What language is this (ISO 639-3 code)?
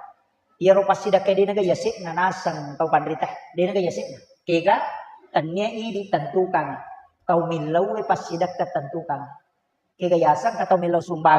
bug